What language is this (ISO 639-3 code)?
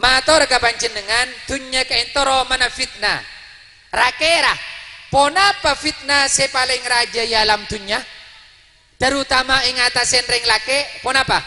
mad